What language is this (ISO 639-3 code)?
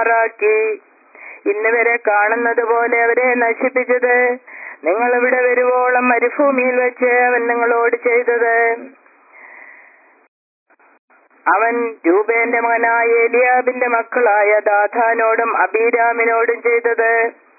mal